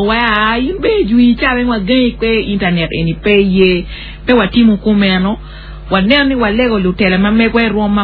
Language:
Acoli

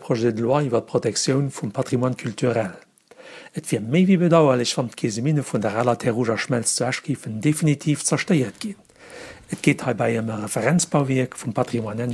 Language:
Luxembourgish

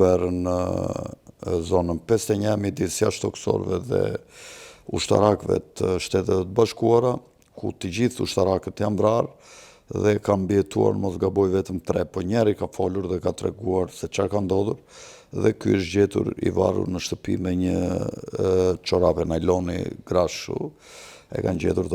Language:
Albanian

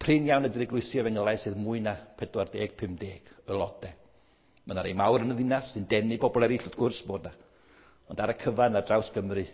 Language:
Welsh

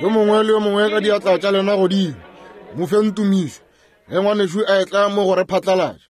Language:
Northern Sotho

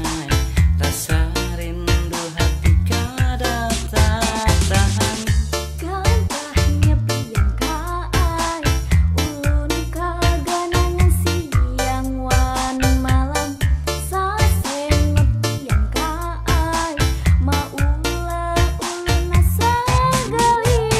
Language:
Banjar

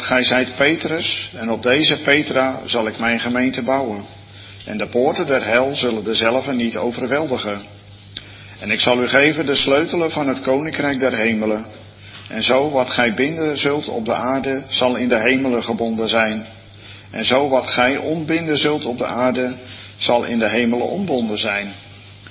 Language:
Dutch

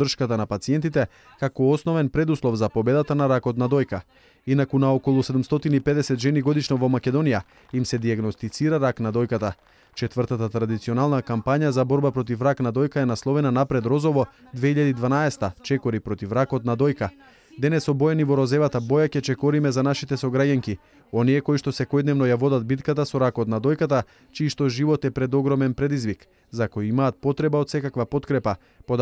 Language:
Macedonian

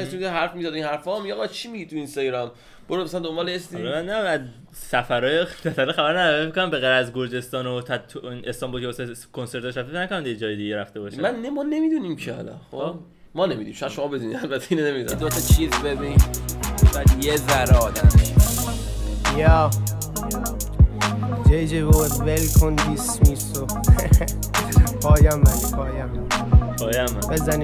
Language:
Persian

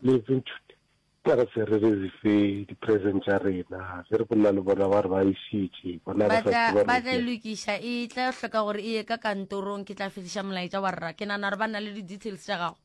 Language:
Northern Sotho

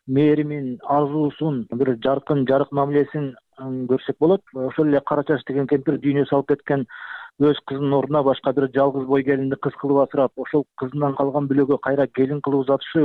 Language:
Kyrgyz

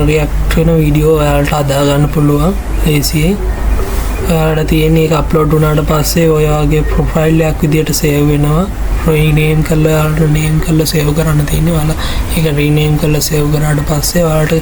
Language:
Sinhala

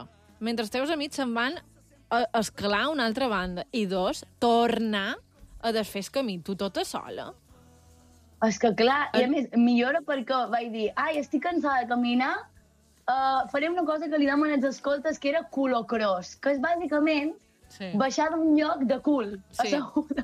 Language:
Catalan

